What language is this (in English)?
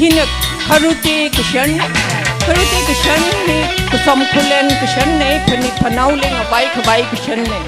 Tangkhul Naga (India)